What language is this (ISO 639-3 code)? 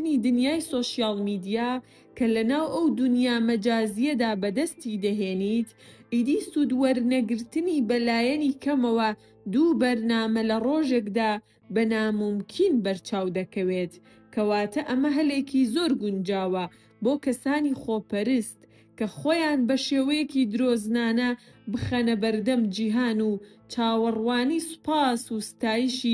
ckb